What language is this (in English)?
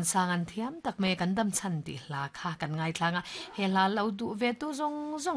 Mizo